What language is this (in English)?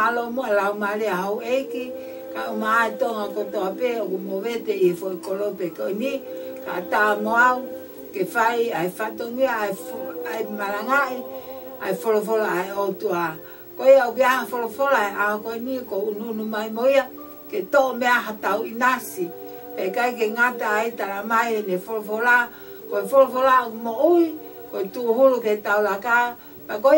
Tongan